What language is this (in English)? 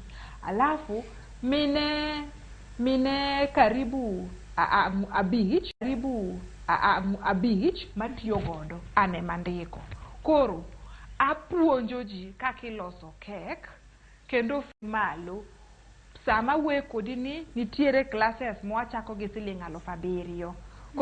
Luo (Kenya and Tanzania)